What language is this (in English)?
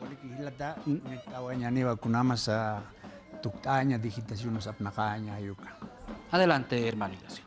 Aymara